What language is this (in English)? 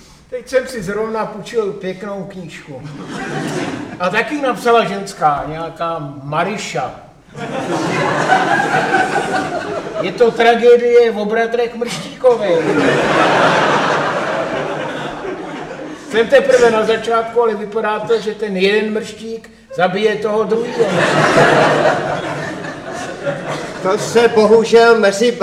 Czech